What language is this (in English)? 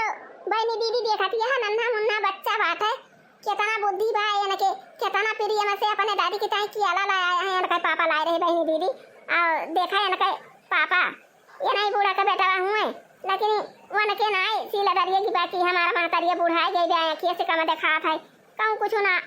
Awadhi